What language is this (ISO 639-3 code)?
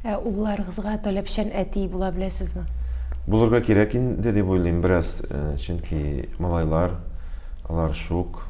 tat